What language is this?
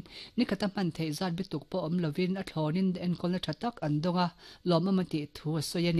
Mizo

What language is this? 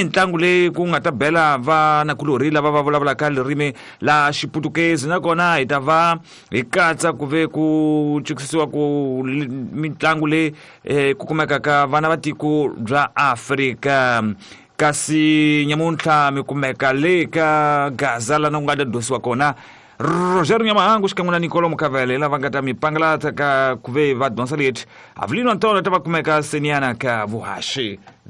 Tsonga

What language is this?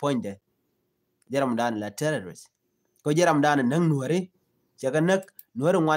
Nuer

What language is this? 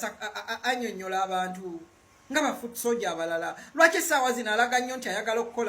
Ganda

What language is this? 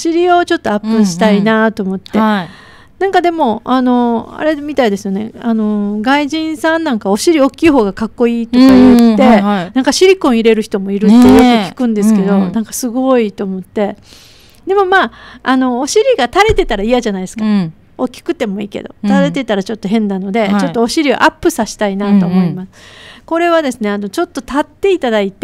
Japanese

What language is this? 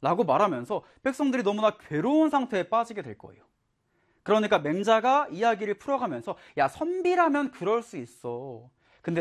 Korean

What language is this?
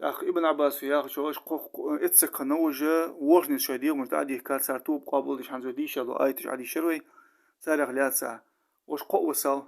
Ingush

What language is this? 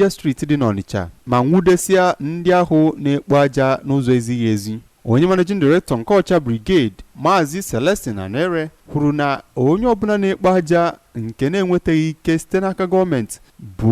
Igbo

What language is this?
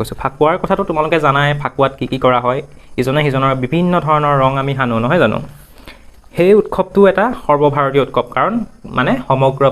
Assamese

